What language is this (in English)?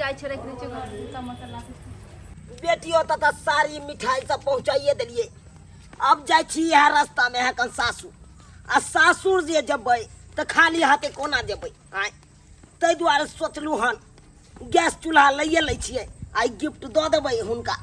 Maithili